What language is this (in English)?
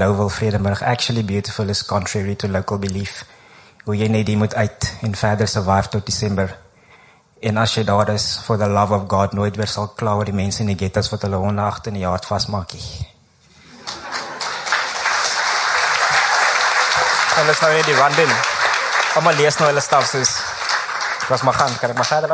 Afrikaans